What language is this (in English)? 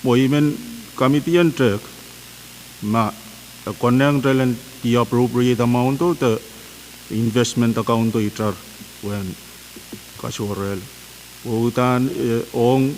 Pohnpeian